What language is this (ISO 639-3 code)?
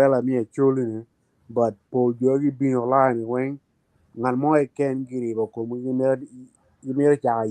ach